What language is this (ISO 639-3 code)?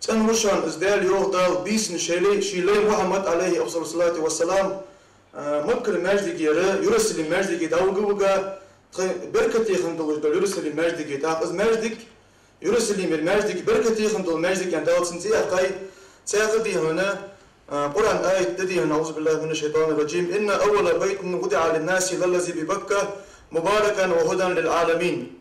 inh